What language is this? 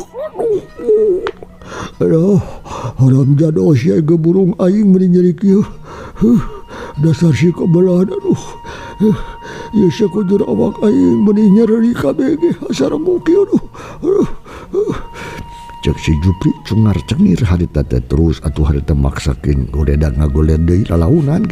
Sundanese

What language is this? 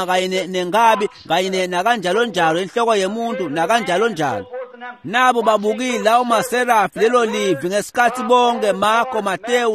Swati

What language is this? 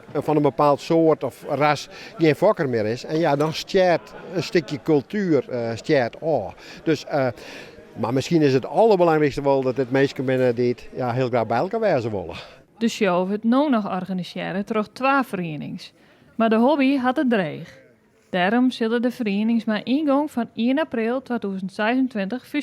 Western Frisian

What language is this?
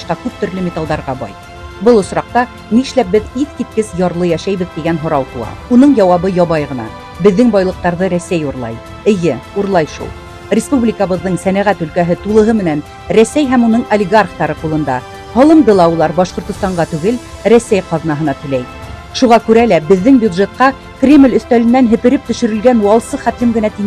Bashkir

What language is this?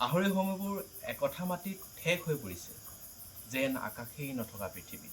Assamese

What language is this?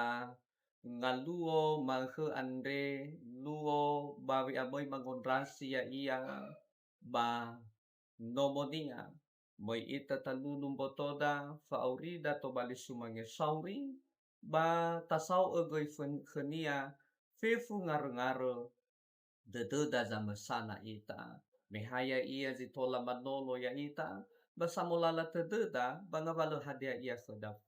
Nias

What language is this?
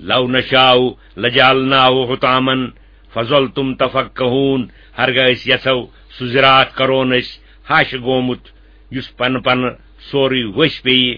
Kashmiri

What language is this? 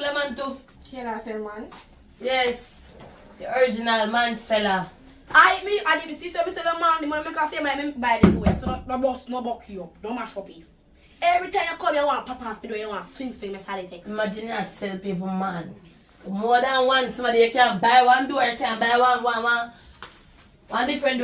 Jamaican Creole English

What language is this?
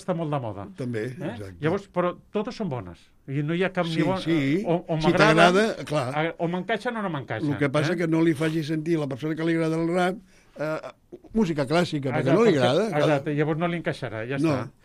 Catalan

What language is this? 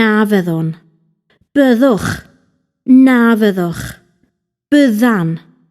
Welsh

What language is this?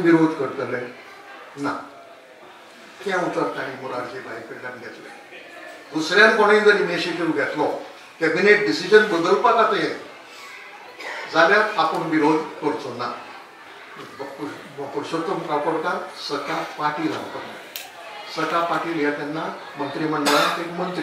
Konkani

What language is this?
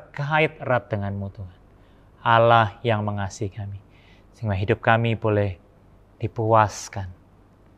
Indonesian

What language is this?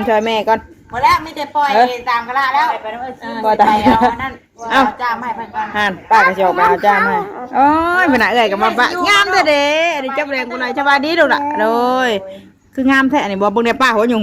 Northeastern Thai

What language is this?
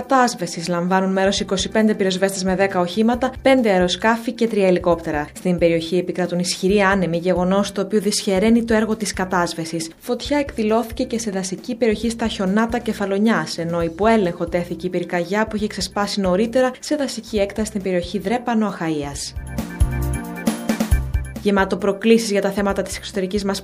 Greek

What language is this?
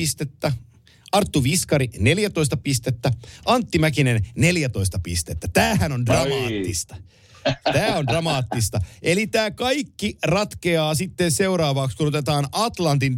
Finnish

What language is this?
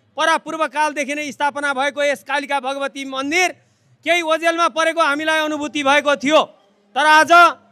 Nepali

